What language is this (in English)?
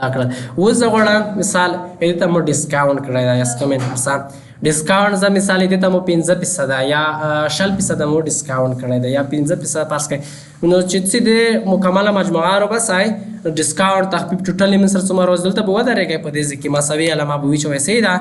Pashto